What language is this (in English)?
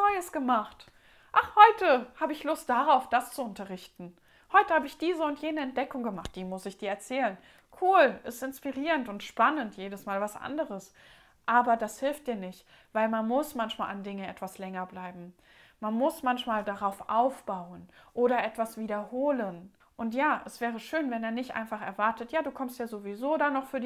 German